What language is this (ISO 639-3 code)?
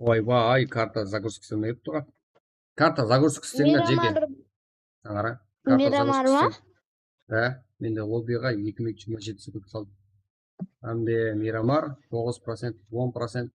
kaa